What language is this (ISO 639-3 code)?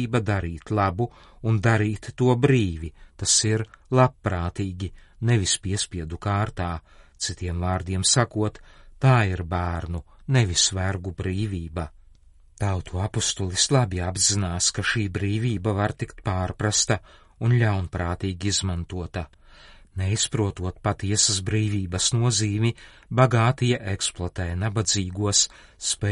lav